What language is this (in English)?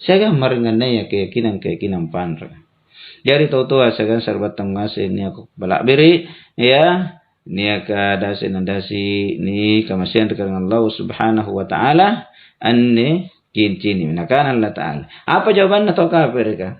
Makasar